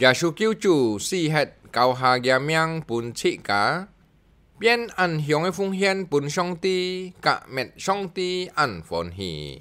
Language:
Hakka Chinese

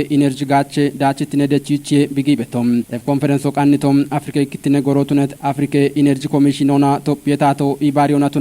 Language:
Kafa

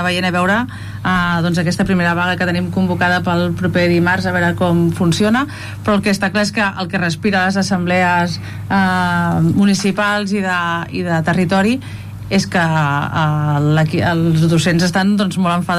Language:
Catalan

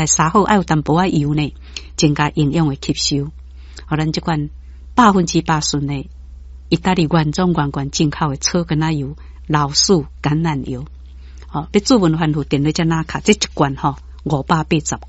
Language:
Min Nan Chinese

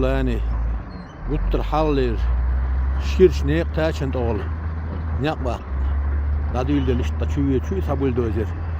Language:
Chechen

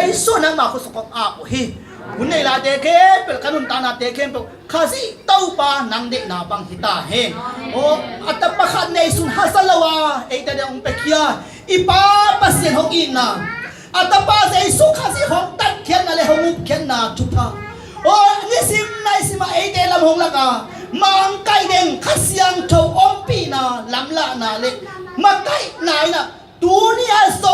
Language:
Tedim Chin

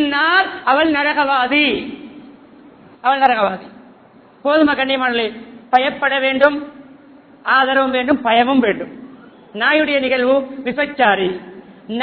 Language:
Tamil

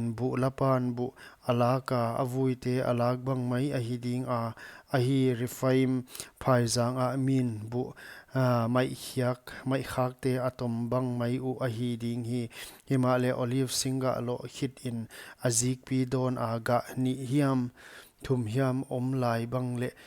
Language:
Paite Chin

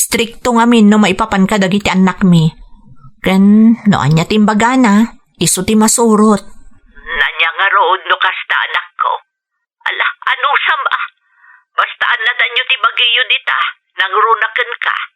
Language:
Iloko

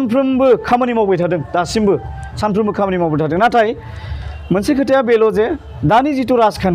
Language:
Bodo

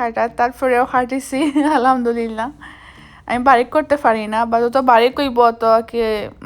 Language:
Sylheti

